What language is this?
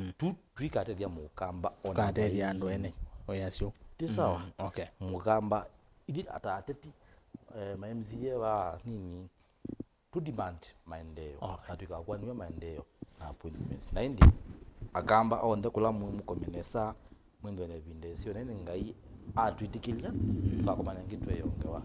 Kamba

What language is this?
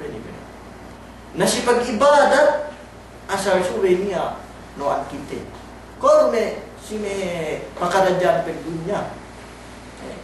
Yakan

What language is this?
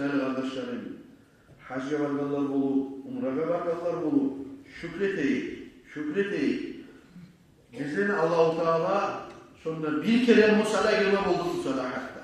Kumyk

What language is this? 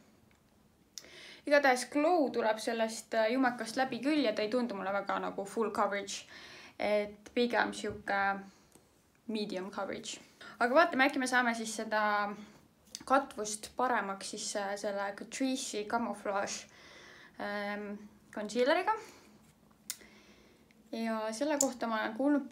Estonian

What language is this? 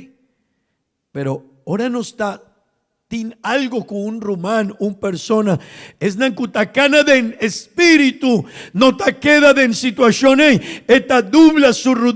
Papiamento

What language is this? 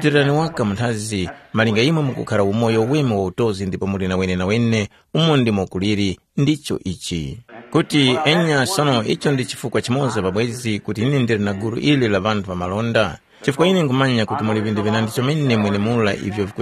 Tumbuka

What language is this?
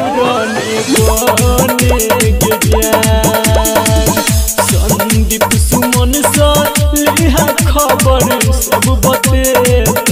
Bhojpuri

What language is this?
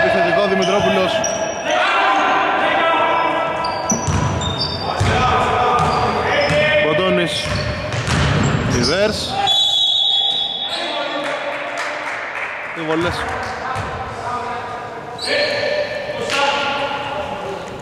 Greek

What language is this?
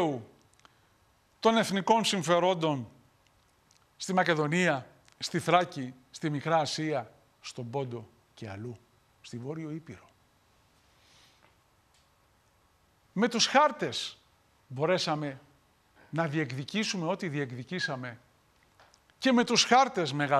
Greek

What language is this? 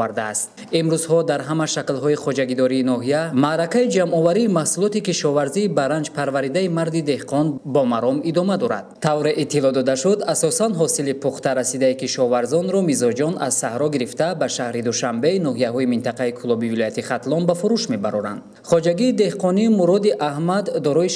Tajik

